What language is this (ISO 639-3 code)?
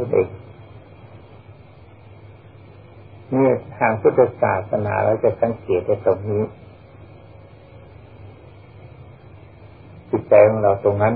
tha